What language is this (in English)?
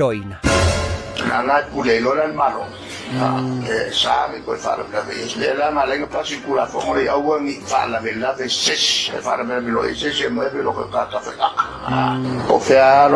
Samoan